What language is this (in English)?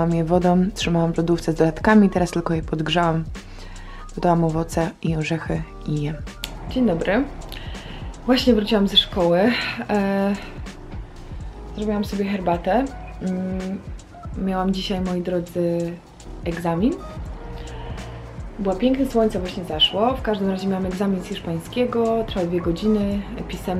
Polish